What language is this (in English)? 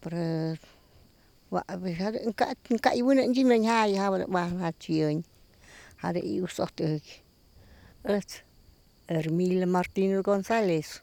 Slovenian